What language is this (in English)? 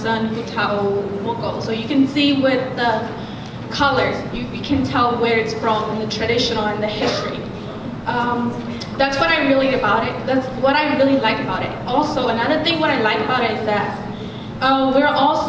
Lisu